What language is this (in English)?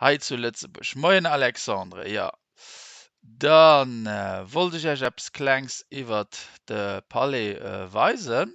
Luxembourgish